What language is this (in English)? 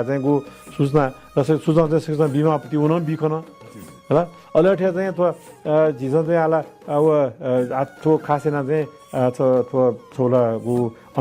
Newari